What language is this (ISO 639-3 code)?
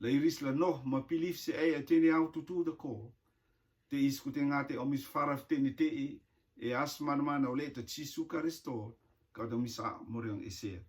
rtm